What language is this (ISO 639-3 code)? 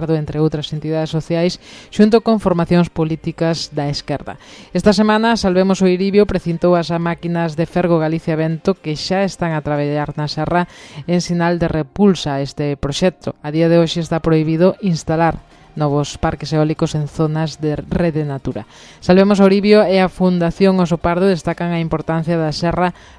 glg